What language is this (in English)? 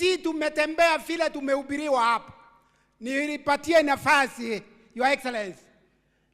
Gusii